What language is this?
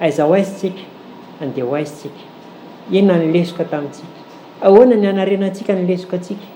Malagasy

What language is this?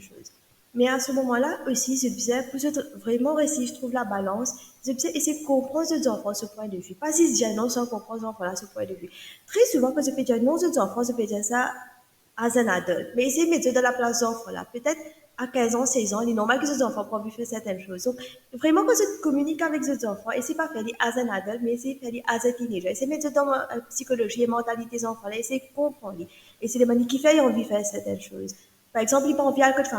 Morisyen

